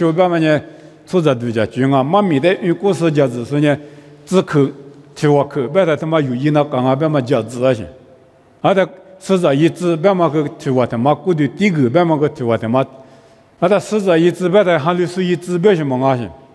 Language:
Lisu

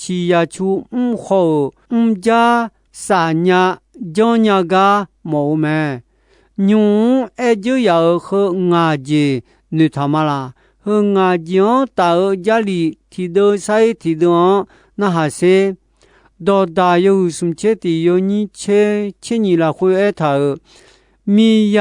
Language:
Akha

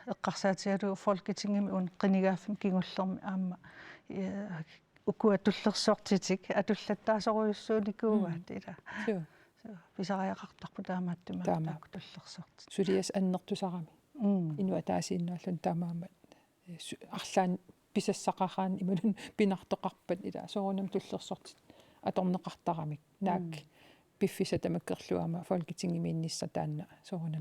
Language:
Kalaallisut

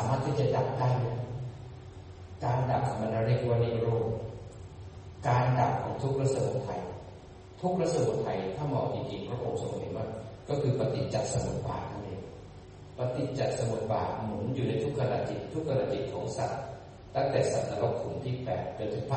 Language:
Thai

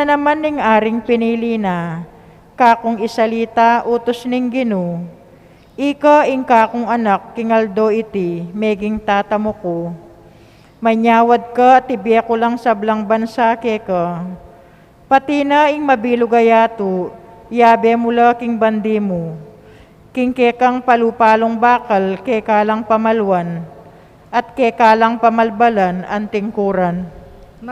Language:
Pampanga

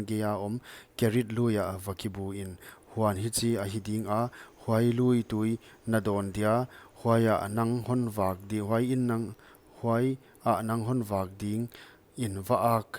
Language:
Paite Chin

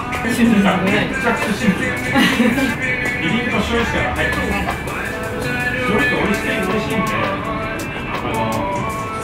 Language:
Japanese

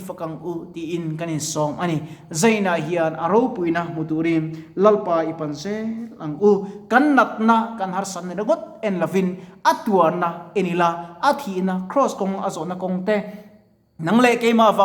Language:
Mizo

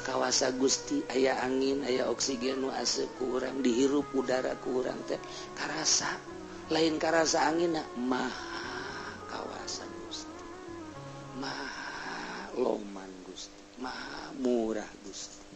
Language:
Sundanese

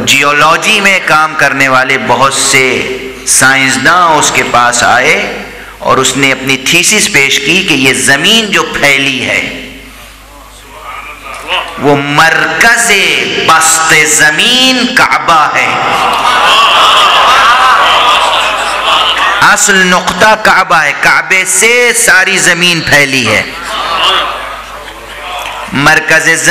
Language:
Urdu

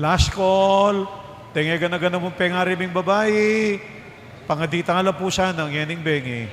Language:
Pampanga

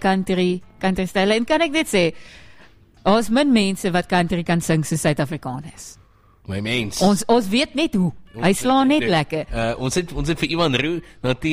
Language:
Afrikaans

